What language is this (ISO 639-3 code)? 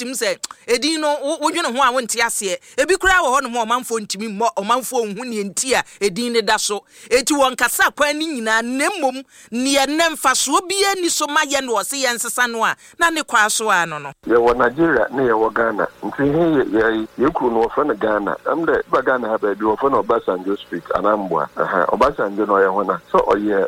aka